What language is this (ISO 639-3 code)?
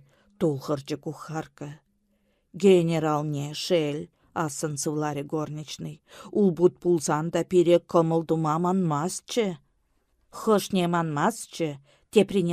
chv